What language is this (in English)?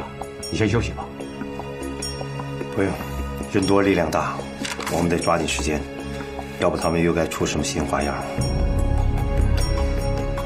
Chinese